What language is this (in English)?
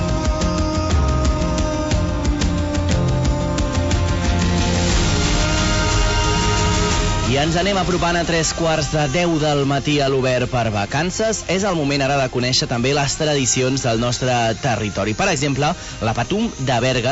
Catalan